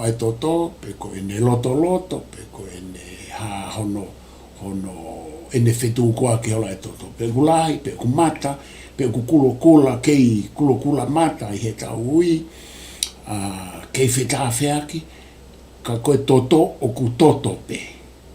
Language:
Tongan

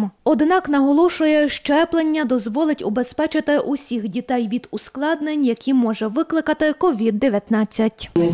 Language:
Ukrainian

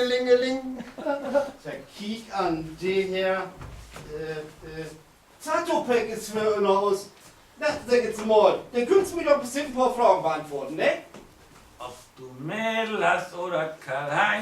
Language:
Low German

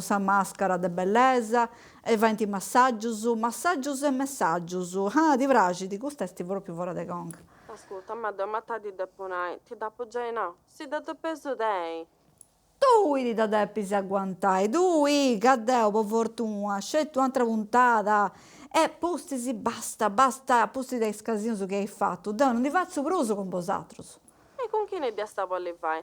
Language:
Sardinian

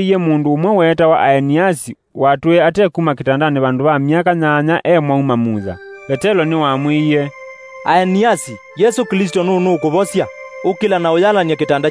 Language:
Kamba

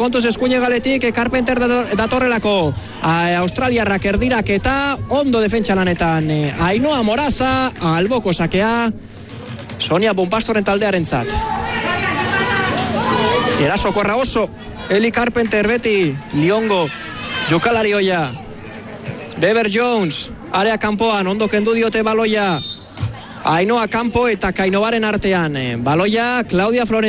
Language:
Basque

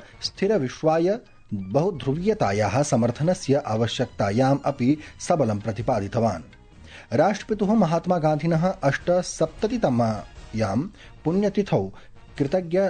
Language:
Sanskrit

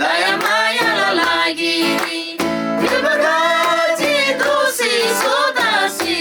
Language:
Eastern Tamang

